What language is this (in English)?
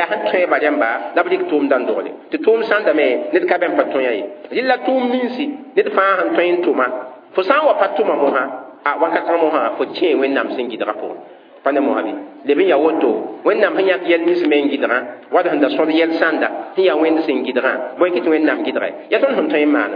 Mossi